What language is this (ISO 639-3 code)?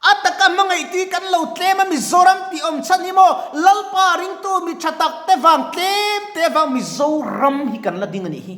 lus